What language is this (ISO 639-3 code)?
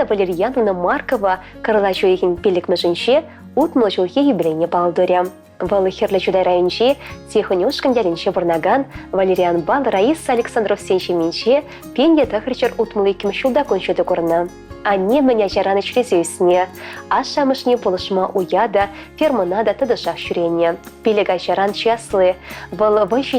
chv